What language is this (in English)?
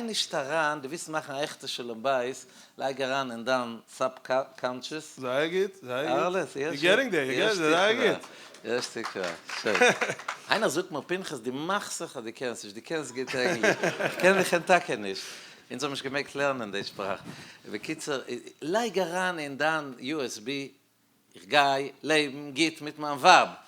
Yiddish